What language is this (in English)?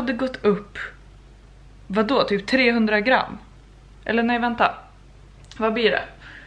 Swedish